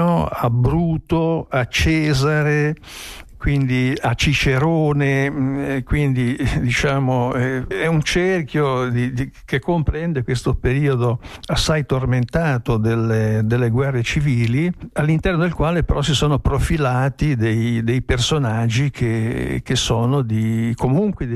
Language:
Italian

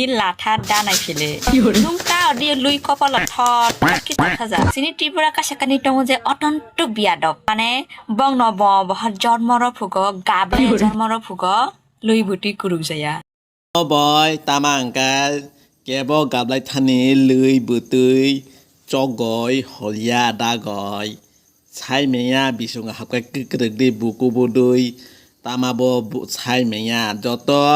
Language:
Kok Borok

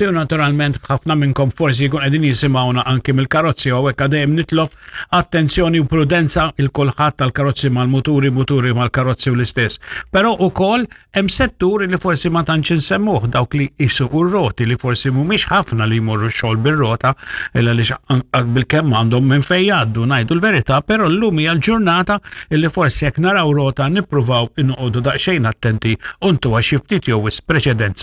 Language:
Maltese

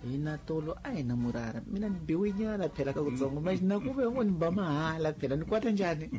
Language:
Tsonga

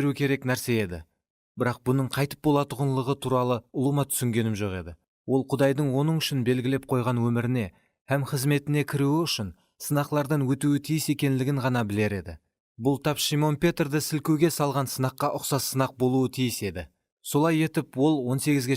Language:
Kara-Kalpak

